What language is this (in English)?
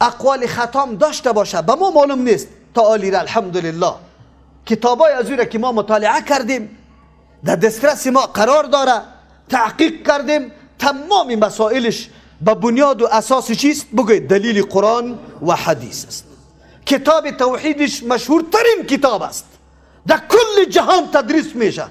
Persian